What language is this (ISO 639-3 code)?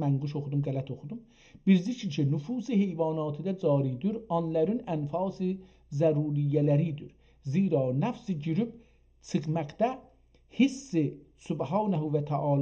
azb